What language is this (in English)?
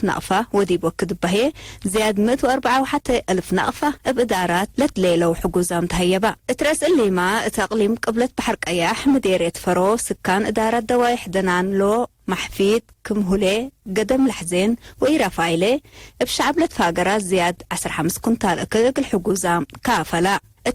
Tigre